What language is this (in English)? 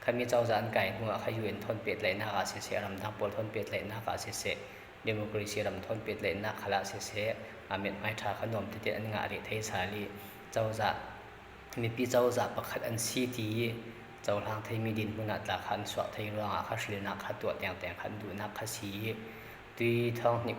Falam Chin